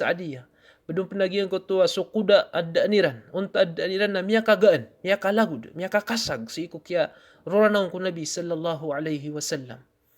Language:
Maranao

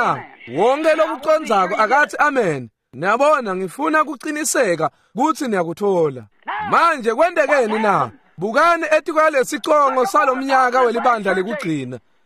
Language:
Swati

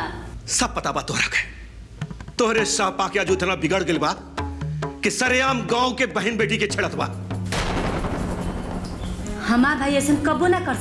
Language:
Bhojpuri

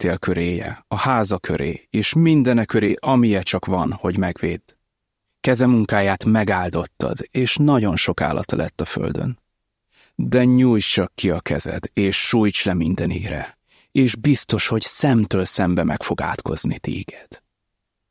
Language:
Hungarian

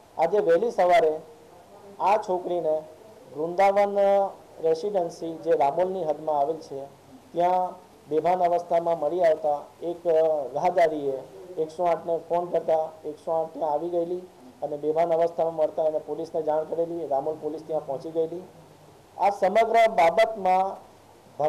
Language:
Gujarati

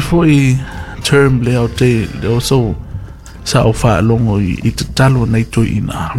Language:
Samoan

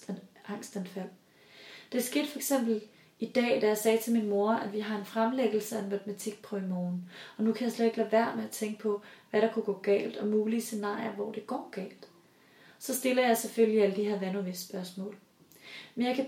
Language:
Danish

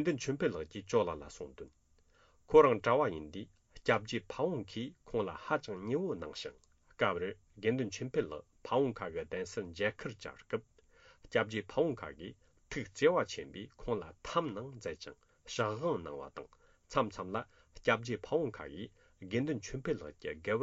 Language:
Tibetan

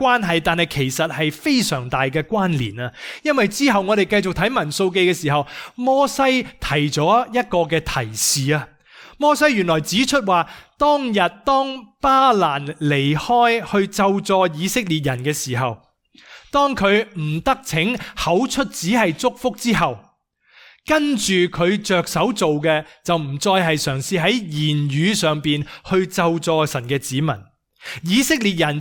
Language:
Cantonese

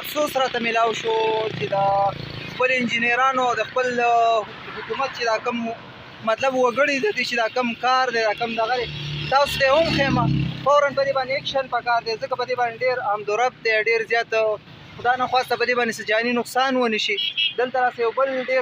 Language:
Pashto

